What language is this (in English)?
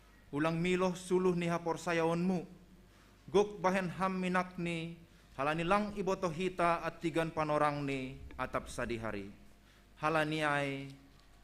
Batak Simalungun